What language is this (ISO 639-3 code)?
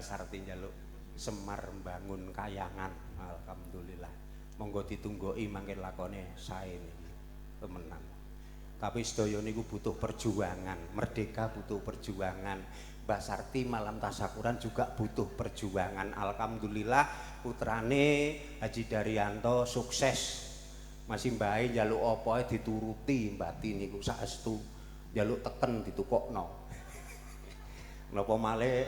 jav